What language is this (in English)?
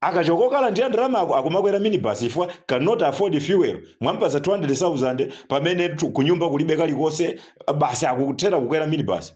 Nyanja